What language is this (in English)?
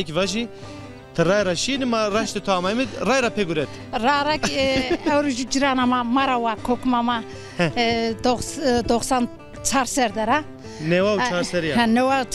Zaza